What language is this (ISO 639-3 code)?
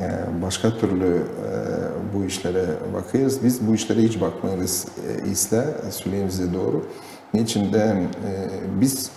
gag